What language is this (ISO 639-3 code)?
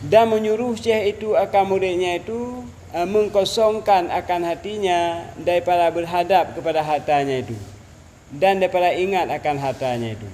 ace